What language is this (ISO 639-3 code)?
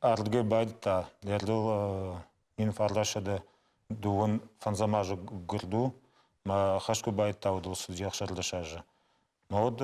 oss